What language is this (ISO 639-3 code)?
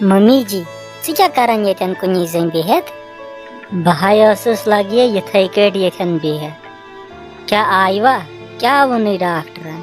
kas